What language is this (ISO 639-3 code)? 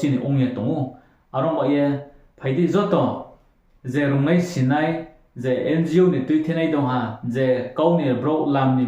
ria